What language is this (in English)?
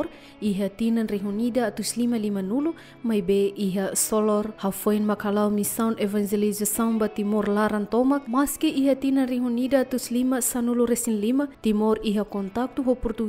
Tetum